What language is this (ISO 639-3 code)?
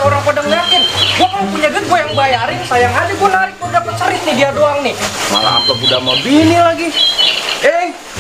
bew